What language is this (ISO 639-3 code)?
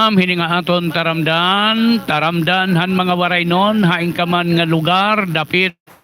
war